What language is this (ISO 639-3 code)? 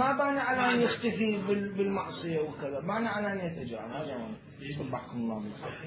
acm